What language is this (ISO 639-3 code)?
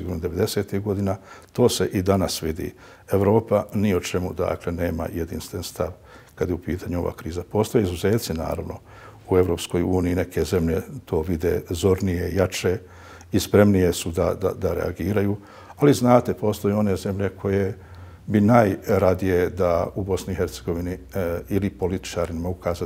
bos